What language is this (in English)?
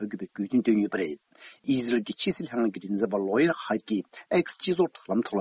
Tibetan